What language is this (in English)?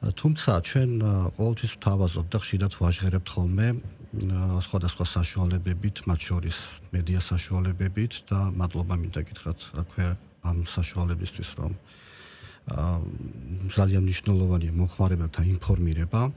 Georgian